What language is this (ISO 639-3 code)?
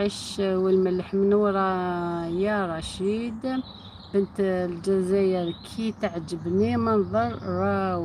arq